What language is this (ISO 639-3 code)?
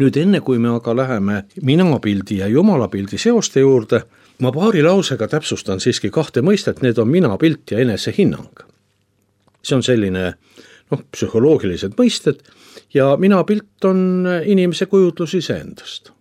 est